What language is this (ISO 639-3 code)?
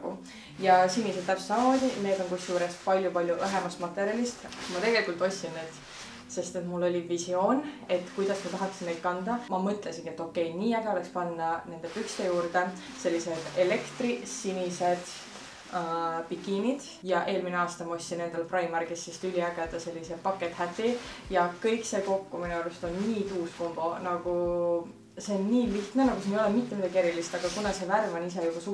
est